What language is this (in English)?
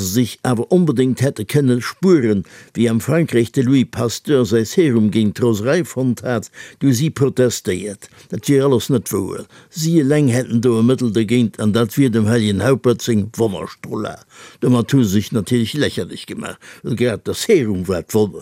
Luxembourgish